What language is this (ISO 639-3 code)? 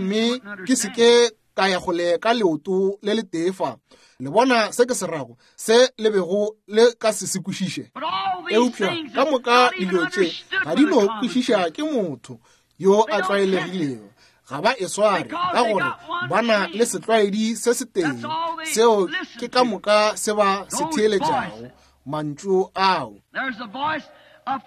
nso